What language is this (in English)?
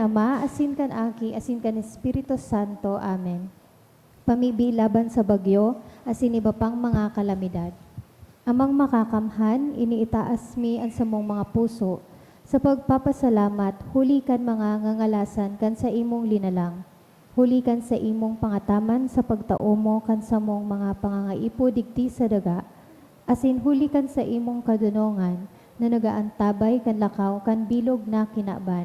Bikol